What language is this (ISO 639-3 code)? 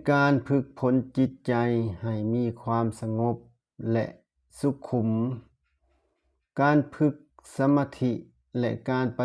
lao